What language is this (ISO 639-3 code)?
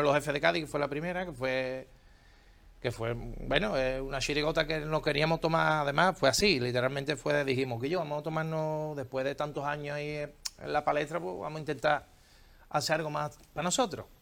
spa